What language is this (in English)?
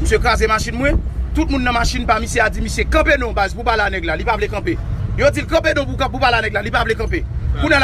Haitian Creole